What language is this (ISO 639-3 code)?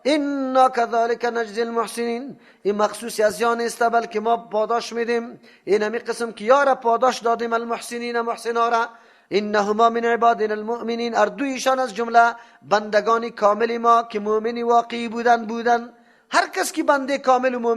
fas